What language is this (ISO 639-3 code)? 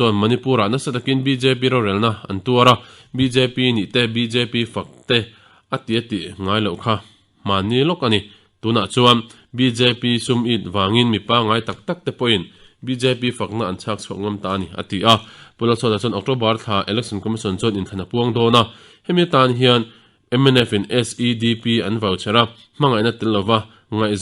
lus